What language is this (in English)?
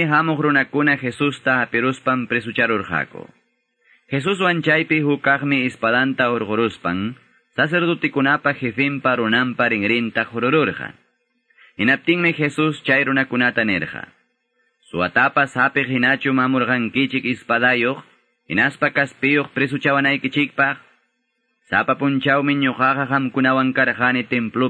Quechua